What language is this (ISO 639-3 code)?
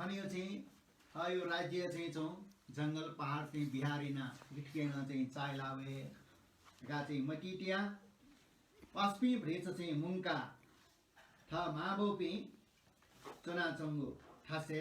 new